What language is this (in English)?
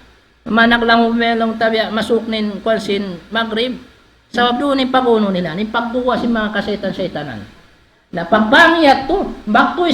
Tausug